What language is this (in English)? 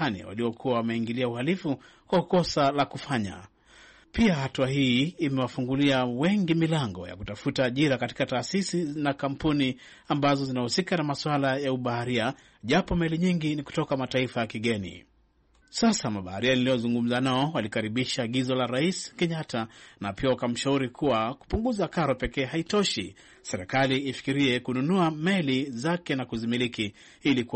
Swahili